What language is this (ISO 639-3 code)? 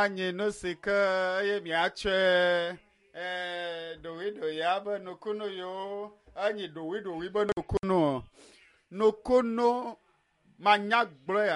ewe